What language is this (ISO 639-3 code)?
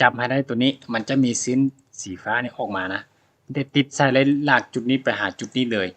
lao